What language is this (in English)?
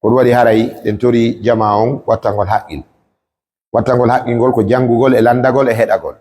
Fula